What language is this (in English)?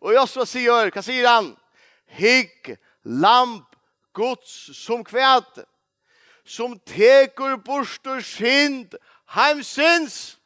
Faroese